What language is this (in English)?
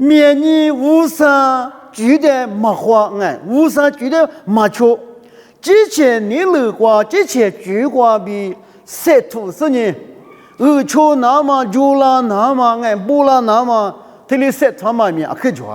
Lisu